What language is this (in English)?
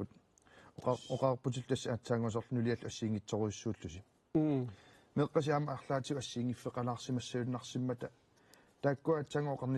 Kalaallisut